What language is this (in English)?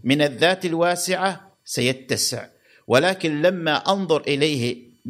Gulf Arabic